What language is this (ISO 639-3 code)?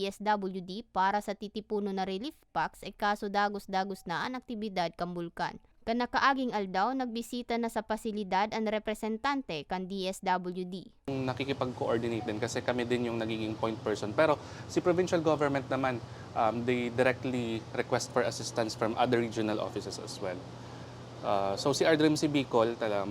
bik